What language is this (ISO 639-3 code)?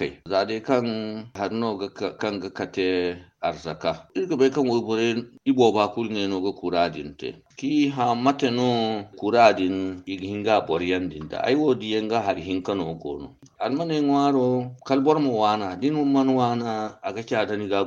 dje